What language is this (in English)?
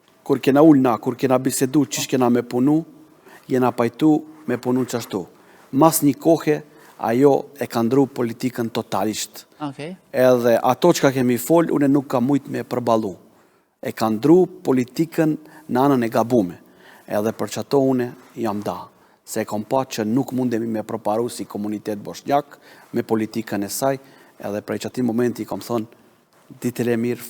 Albanian